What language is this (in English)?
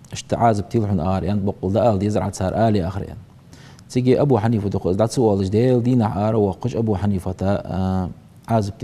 Ingush